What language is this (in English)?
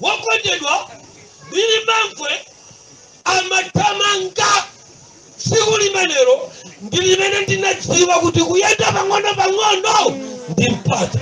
Nyanja